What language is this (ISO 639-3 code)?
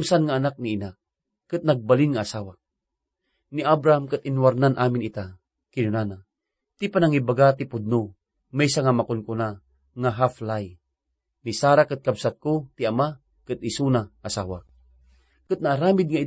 ilo